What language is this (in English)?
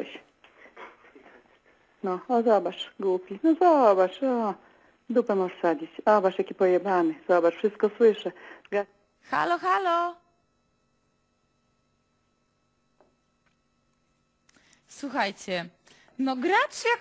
Polish